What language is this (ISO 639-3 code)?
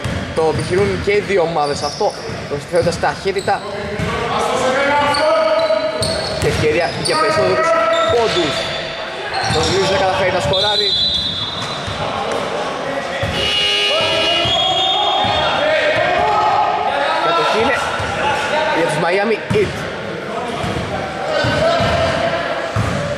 ell